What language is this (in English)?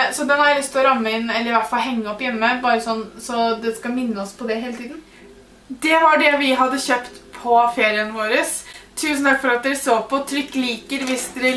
Norwegian